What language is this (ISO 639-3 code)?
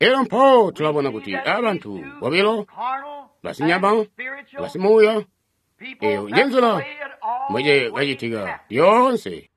toi